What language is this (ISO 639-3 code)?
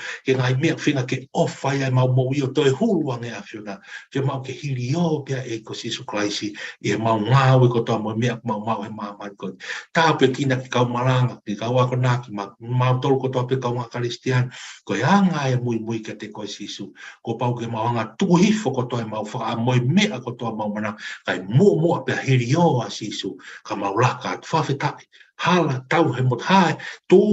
ton